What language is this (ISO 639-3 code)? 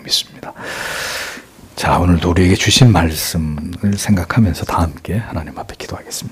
kor